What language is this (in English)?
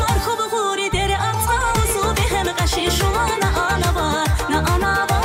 Tabassaran